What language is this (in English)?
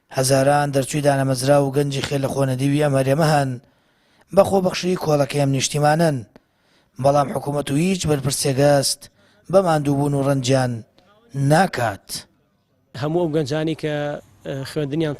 Central Kurdish